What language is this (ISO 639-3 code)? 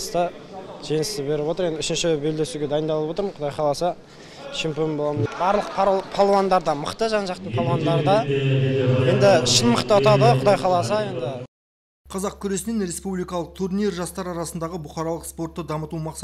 kaz